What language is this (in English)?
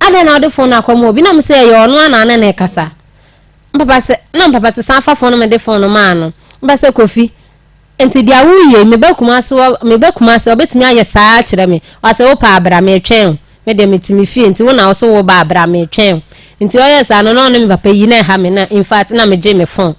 Akan